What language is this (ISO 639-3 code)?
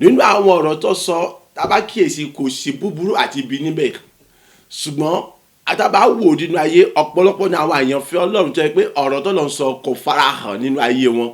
yor